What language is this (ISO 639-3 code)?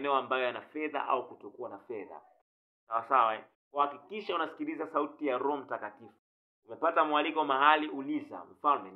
swa